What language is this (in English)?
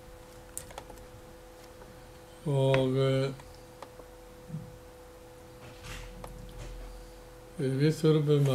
Icelandic